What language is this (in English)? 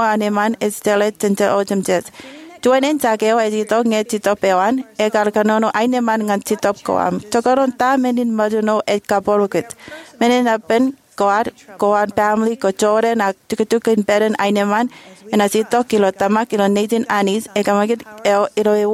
Marshallese